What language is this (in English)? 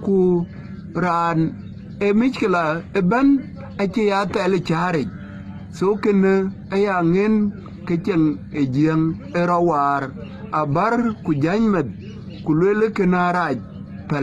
Dinka